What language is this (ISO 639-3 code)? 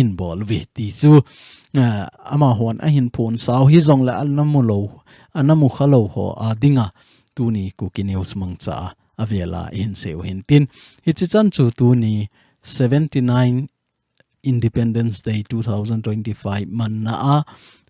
tcz